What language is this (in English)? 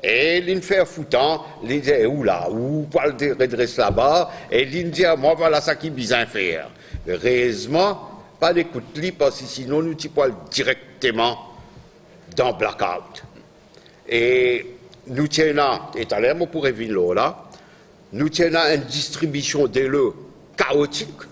Morisyen